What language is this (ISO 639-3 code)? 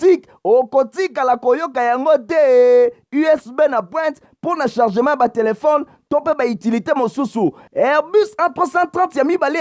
lin